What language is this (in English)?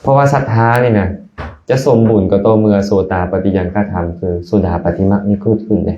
Lao